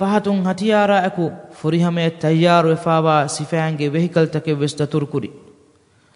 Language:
Divehi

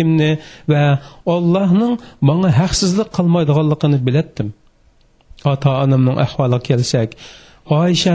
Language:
Uyghur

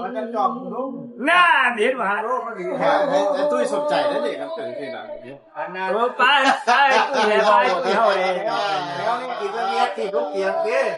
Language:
Lao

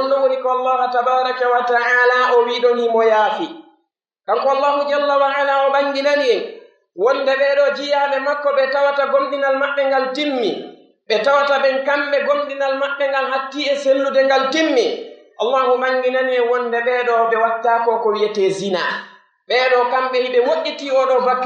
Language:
Pular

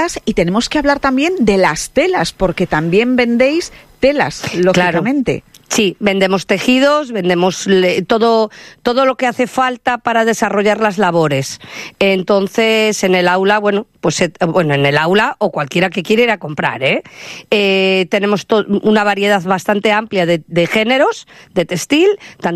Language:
Spanish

